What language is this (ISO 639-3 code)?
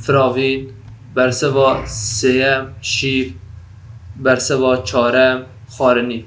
kur